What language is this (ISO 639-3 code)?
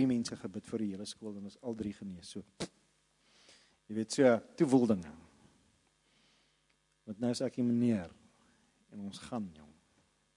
afr